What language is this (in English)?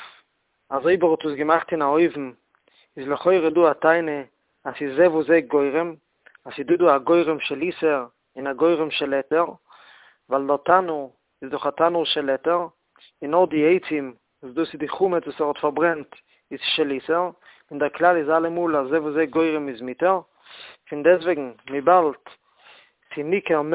Yiddish